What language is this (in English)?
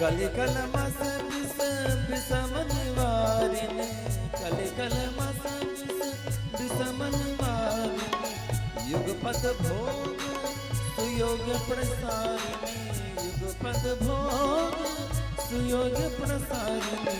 Maithili